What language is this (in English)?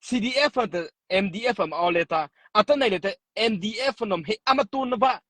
Mara Chin